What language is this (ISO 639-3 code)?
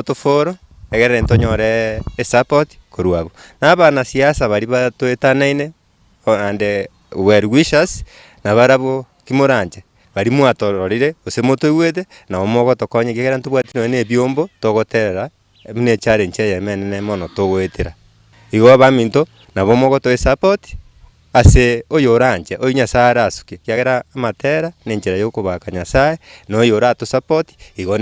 guz